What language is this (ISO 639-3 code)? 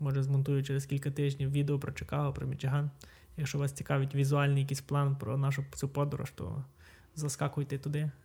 ukr